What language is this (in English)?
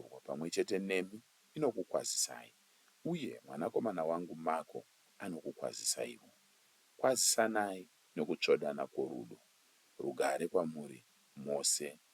Shona